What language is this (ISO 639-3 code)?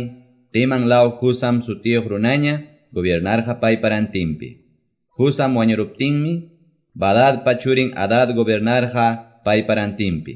que